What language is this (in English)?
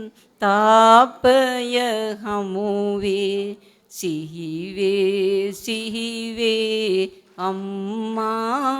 Sinhala